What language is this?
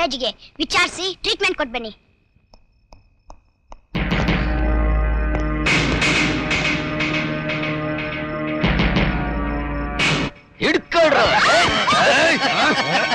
Kannada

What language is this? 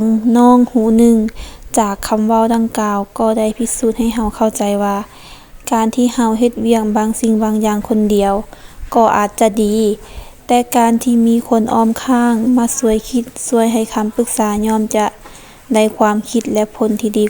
Lao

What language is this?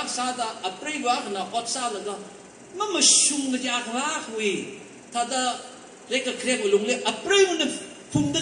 Tangkhul Naga (India)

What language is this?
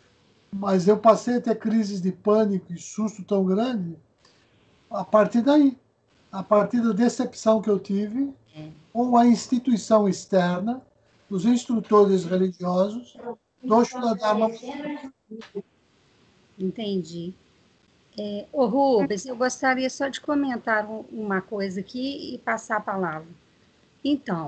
Portuguese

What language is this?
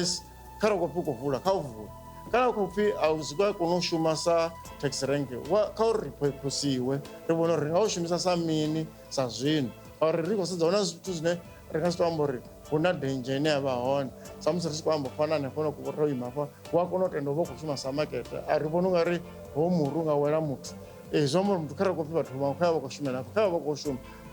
Venda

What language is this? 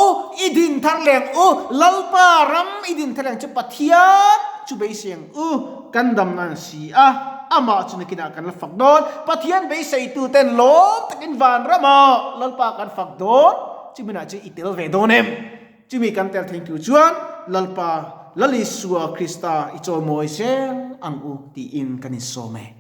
Mizo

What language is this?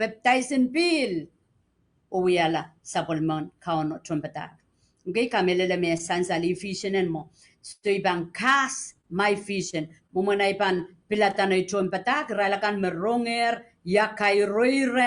Pohnpeian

